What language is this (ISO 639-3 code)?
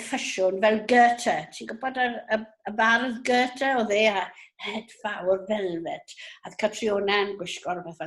cym